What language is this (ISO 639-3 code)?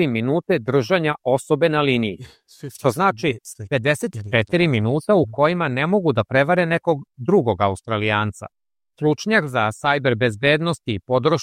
srp